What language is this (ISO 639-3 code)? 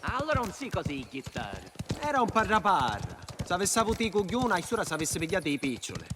scn